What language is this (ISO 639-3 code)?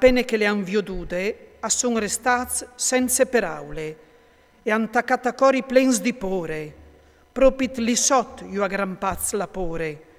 fur